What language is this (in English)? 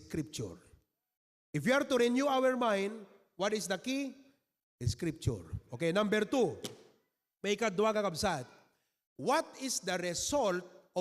Iloko